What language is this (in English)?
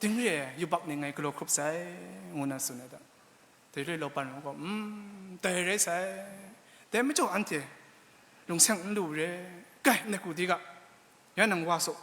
Kachin